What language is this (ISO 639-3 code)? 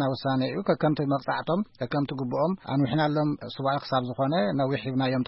tir